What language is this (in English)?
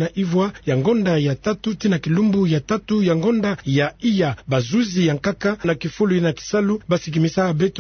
Kituba (Democratic Republic of Congo)